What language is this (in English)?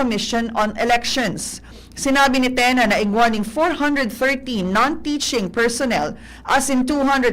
Bikol